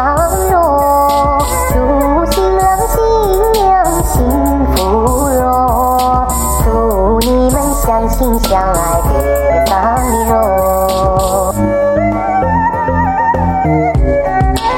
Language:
Chinese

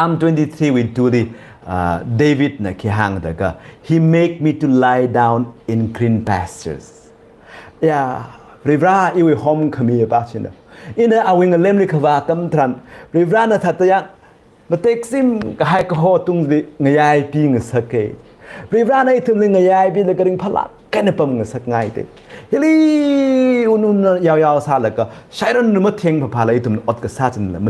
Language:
Tangkhul Naga (India)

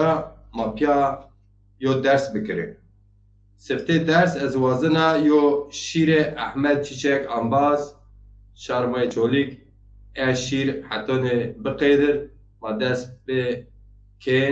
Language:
Zaza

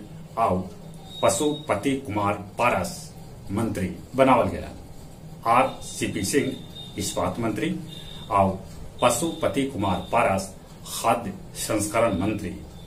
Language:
Magahi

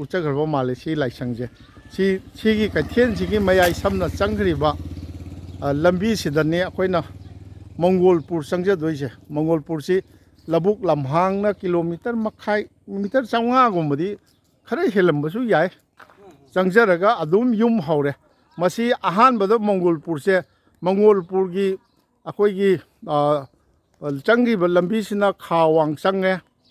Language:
Manipuri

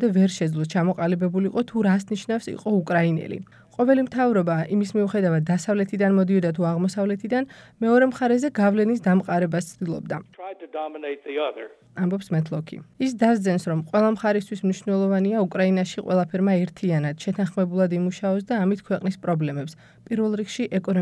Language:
Georgian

